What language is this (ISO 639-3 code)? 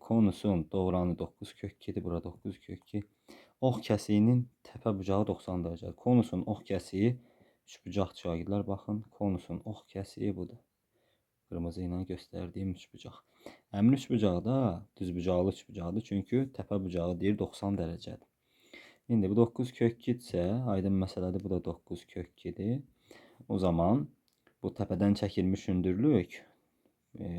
aze